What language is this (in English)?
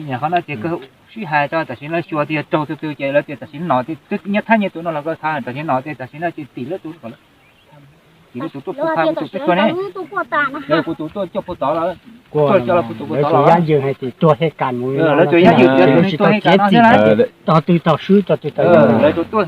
Hmong